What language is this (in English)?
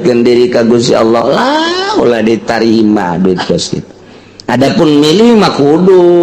Sundanese